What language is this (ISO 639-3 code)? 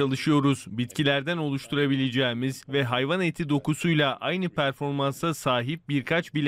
tur